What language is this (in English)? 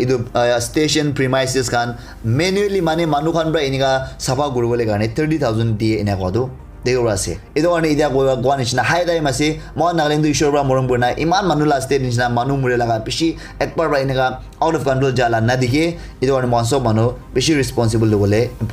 Naga Pidgin